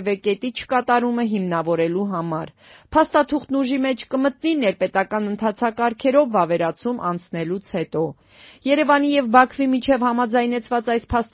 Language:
Armenian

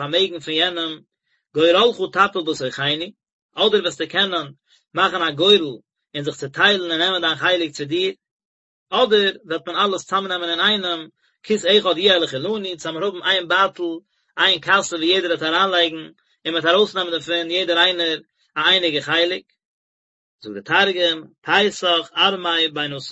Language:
Yiddish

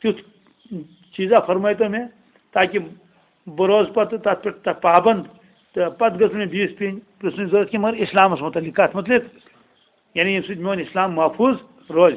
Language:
Kashmiri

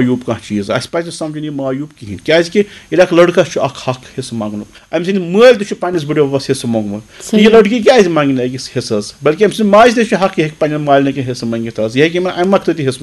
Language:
Kashmiri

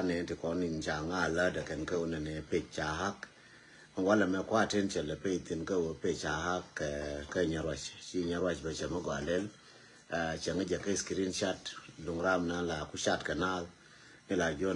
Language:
Nuer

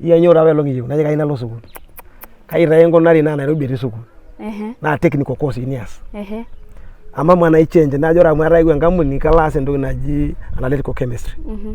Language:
Masai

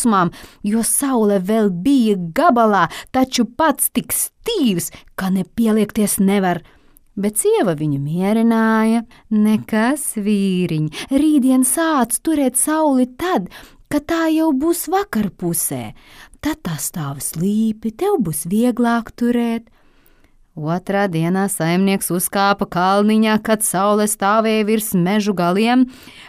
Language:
Latvian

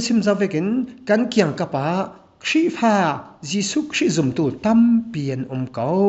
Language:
Falam Chin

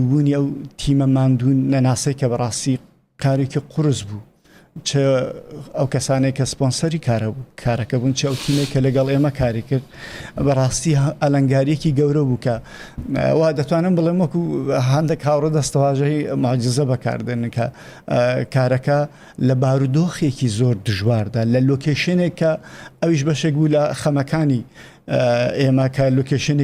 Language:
Central Kurdish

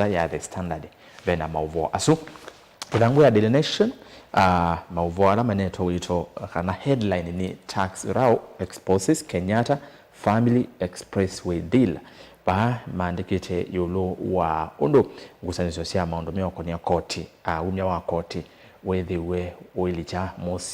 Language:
Kamba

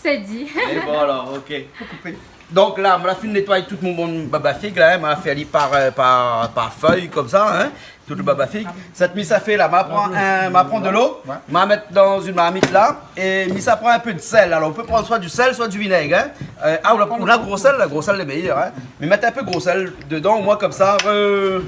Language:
Réunion Creole French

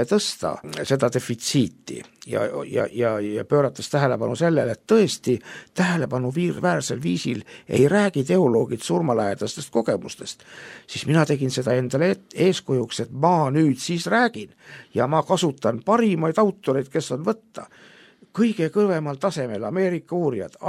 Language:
Estonian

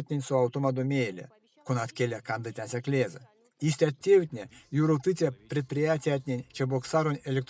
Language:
Erzya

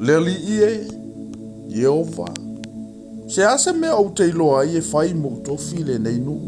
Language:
Samoan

